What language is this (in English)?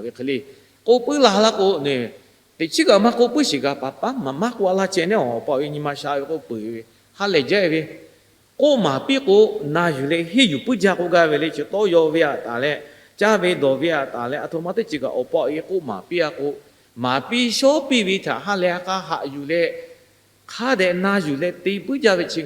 Lahu